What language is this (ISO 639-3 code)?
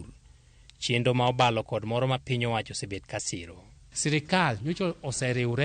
luo